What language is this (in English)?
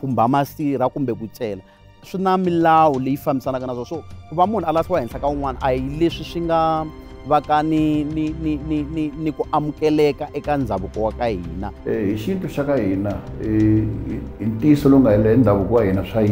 Tsonga